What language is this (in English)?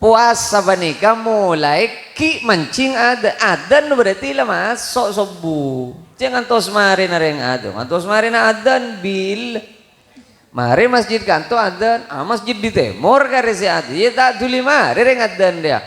Madurese